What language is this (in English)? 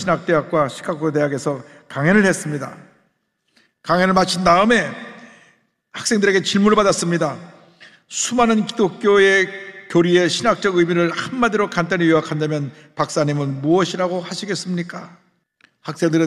Korean